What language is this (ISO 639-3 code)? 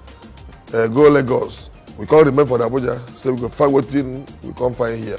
pcm